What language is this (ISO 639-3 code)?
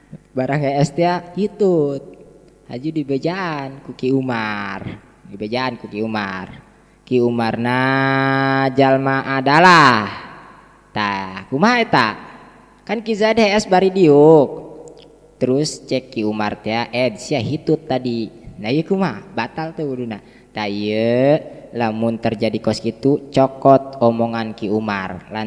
sun